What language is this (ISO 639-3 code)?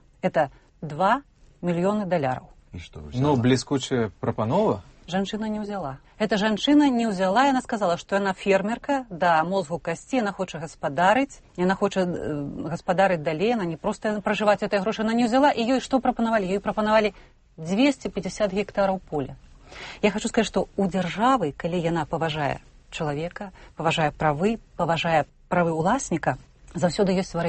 bel